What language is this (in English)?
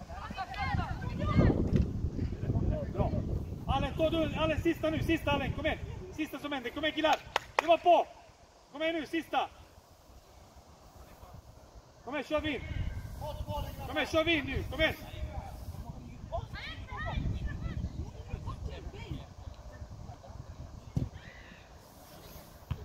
Swedish